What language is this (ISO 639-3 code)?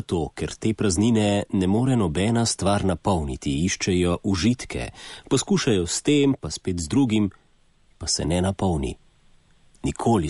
slv